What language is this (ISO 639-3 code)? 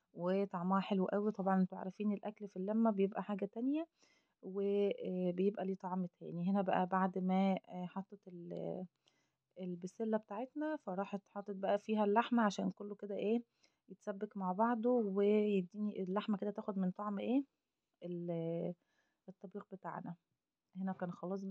arz